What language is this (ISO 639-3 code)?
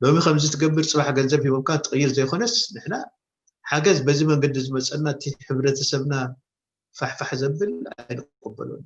tir